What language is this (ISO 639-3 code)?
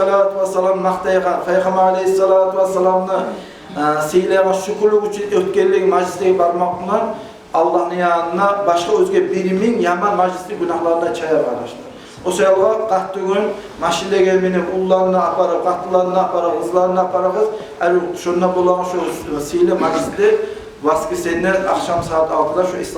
kum